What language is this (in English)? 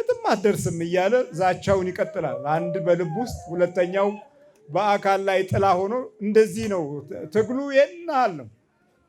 Amharic